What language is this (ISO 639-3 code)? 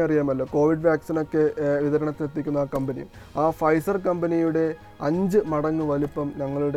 mal